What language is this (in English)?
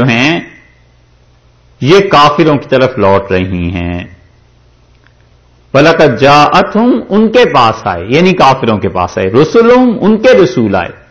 Urdu